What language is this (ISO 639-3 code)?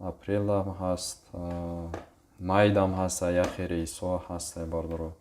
tgk